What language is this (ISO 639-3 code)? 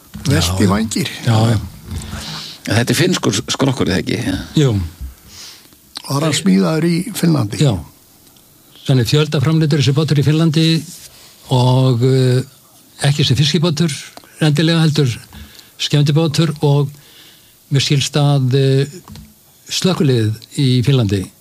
isl